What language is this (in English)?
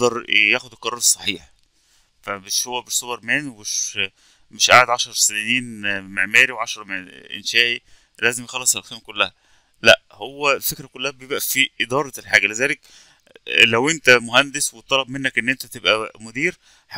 Egyptian Arabic